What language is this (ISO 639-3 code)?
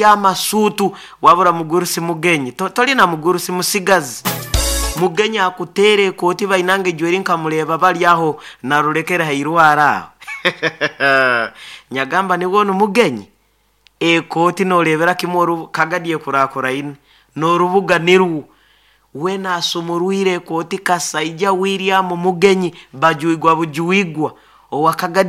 nyo